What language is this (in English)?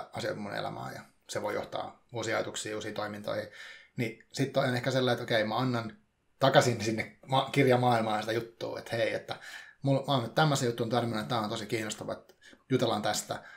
Finnish